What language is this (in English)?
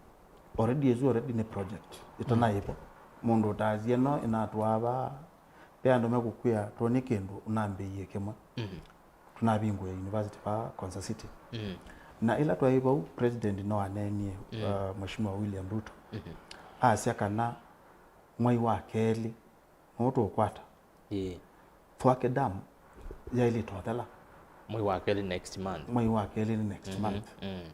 Kamba